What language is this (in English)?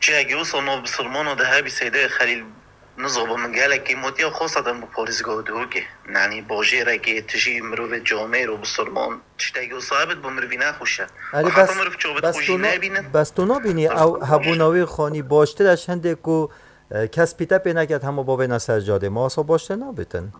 Kurdish